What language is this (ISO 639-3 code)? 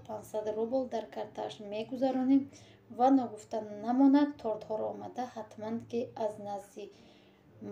tgk